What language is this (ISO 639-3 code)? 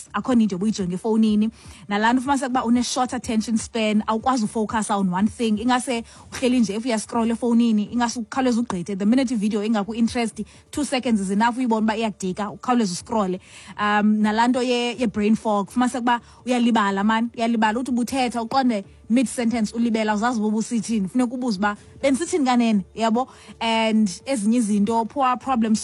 xho